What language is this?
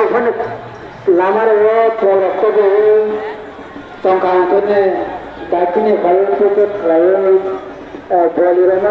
Kok Borok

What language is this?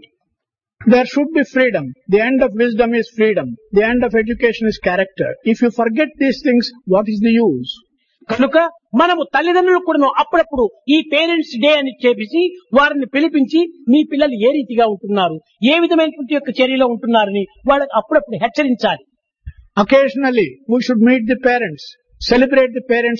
Telugu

